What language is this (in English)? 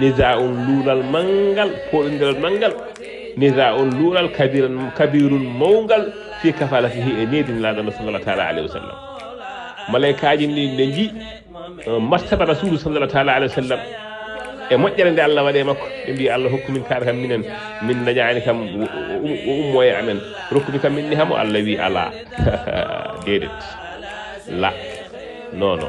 Fula